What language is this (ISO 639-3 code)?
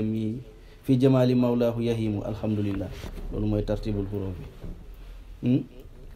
wol